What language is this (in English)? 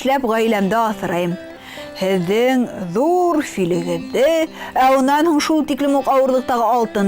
Bashkir